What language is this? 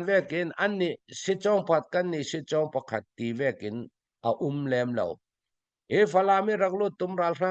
Falam Chin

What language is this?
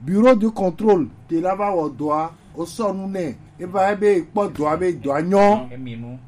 Gen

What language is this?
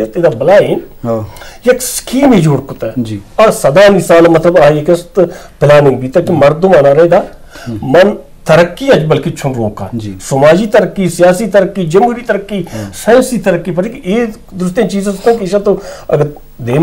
Eastern Balochi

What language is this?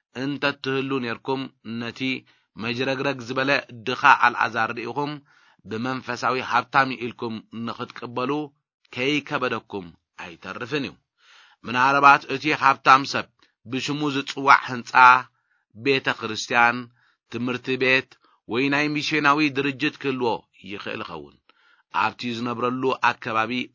Tigrinya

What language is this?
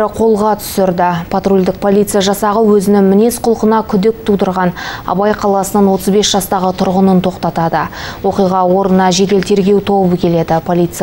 Kazakh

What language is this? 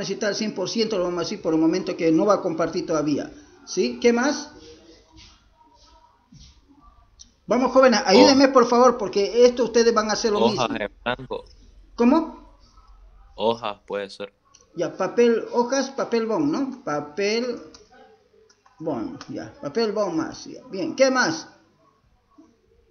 Spanish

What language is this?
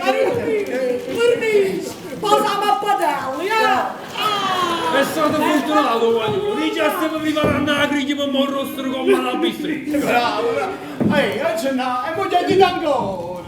Neapolitan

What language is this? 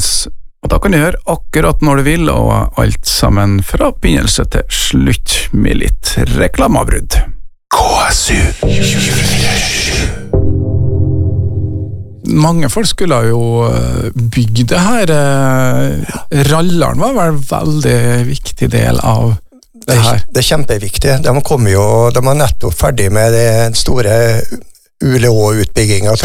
Norwegian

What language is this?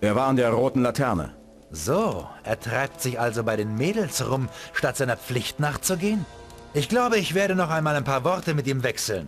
Bavarian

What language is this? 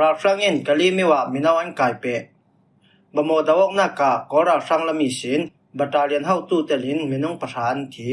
Falam Chin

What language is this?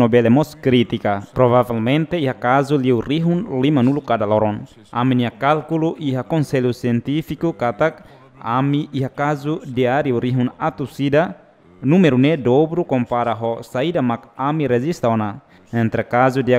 Tetum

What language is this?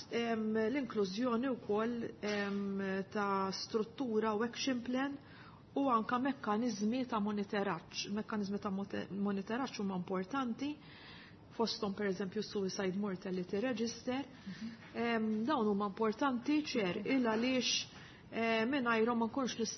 Maltese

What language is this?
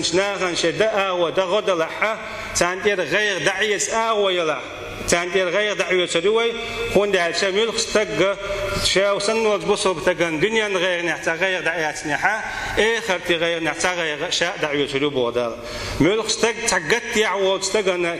Chechen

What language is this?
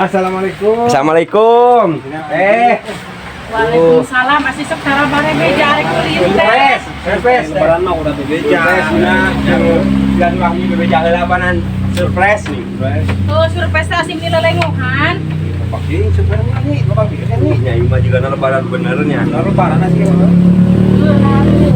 Sundanese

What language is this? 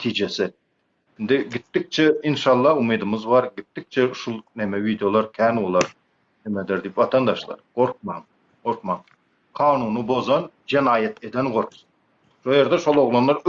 Turkmen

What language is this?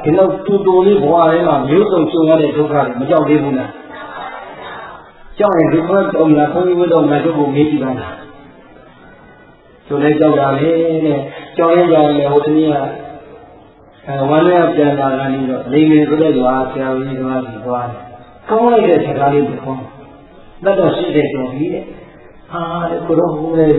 Burmese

